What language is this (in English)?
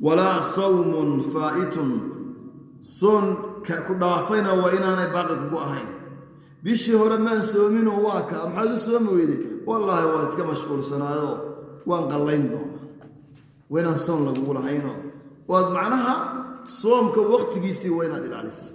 Somali